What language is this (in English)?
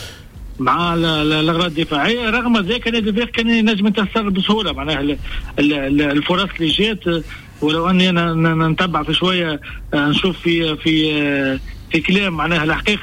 Tunisian Arabic